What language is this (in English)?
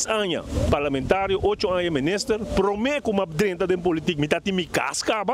Papiamento